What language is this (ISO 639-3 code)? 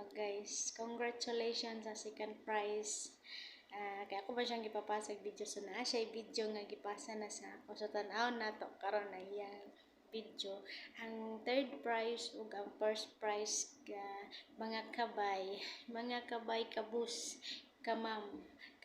ceb